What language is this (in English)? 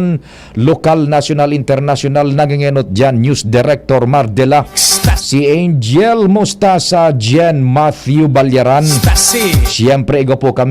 Bikol